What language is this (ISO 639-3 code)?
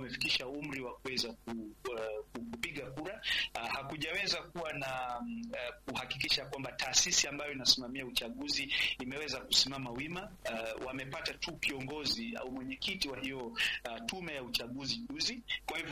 swa